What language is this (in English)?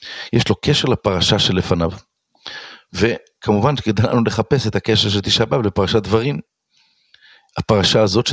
Hebrew